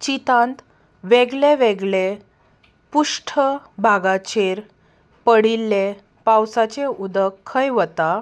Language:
Konkani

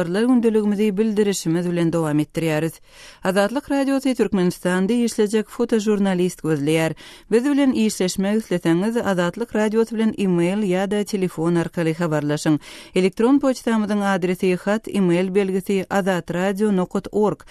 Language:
Turkmen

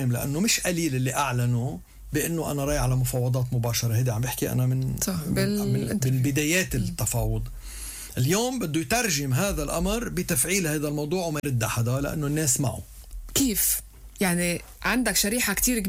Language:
North Levantine Arabic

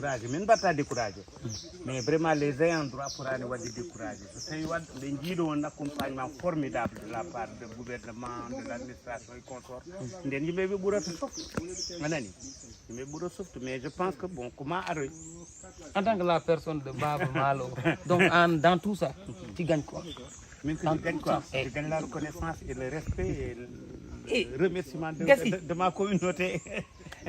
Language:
Fula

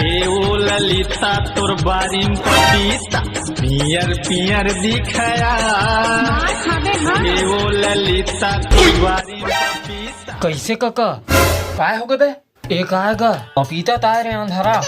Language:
Chhattisgarhi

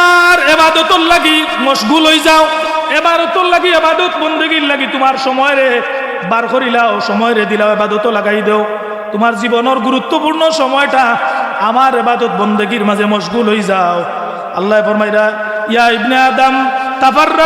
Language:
Sylheti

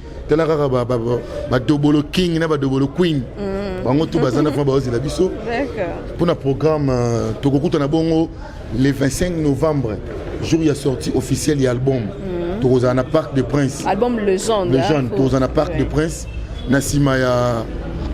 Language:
Lingala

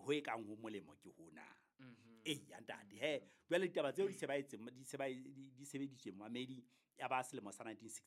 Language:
Southern Sotho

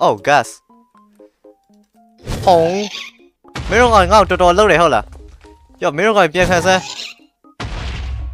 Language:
Burmese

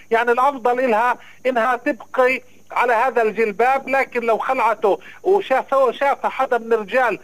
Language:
North Levantine Arabic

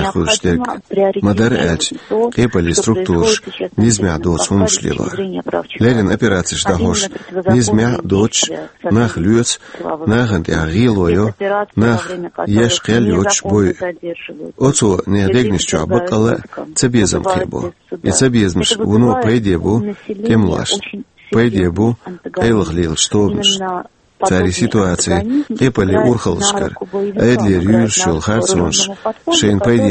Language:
Chechen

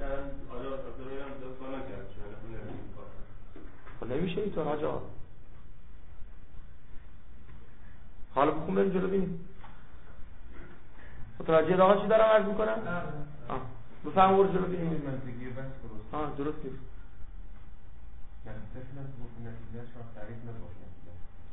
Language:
Persian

